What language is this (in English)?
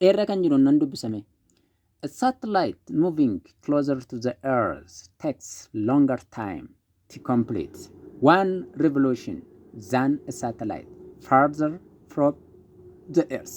Oromo